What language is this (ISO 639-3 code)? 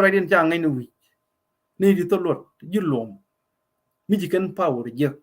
nus